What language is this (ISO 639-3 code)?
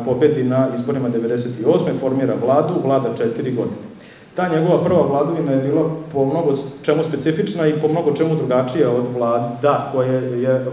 srp